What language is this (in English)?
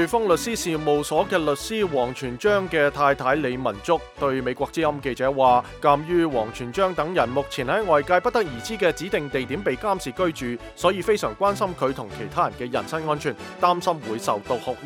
Cantonese